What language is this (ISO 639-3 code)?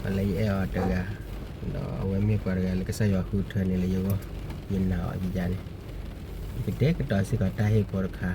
ksw